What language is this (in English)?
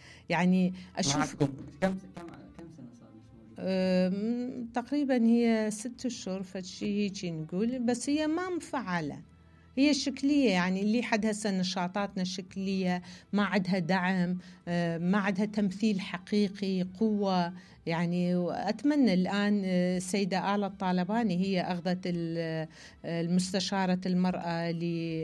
Mesopotamian Arabic